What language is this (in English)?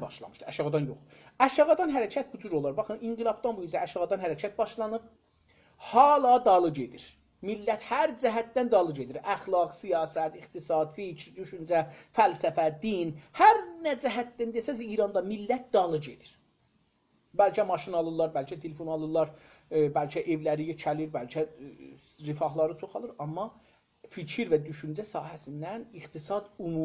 South Azerbaijani